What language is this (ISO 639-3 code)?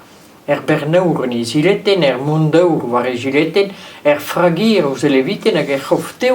bre